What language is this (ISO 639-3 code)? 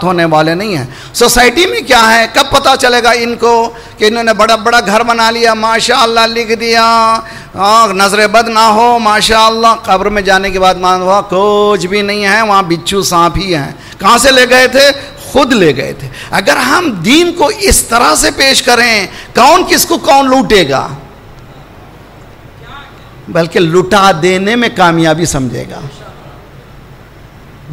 urd